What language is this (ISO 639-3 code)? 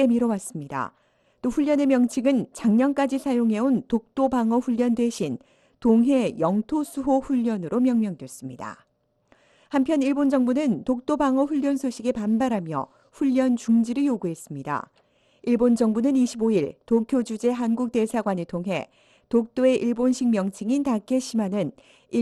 kor